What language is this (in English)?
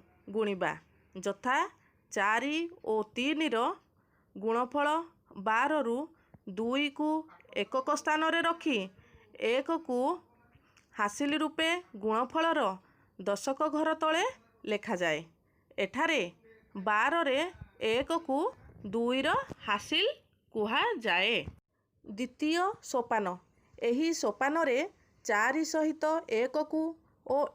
Odia